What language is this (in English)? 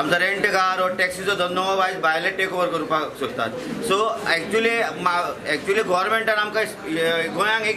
Konkani